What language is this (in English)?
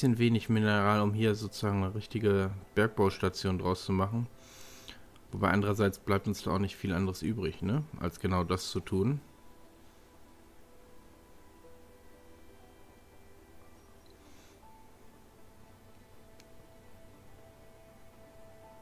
German